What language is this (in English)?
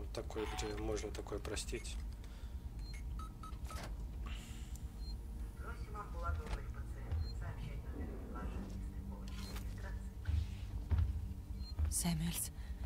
Russian